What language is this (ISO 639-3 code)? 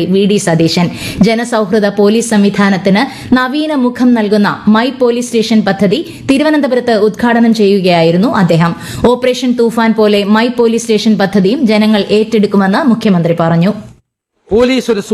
mal